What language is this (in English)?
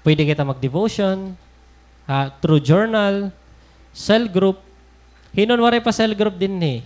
Waray